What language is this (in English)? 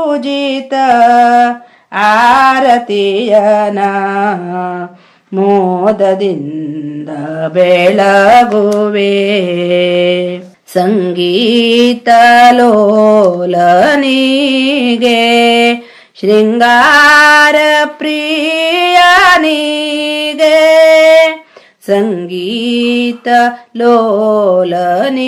Kannada